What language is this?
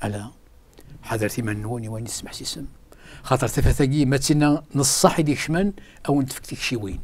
Kabyle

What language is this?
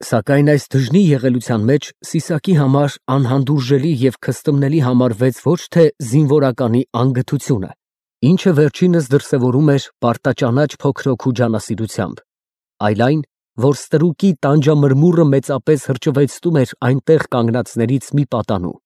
Armenian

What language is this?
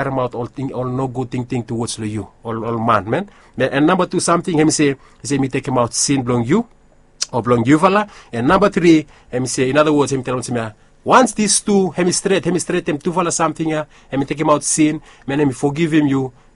Bislama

